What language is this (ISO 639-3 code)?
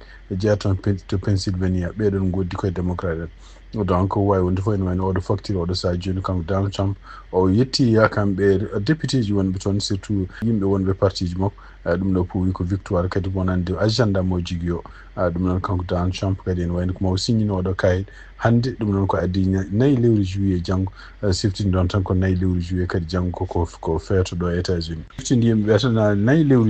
ful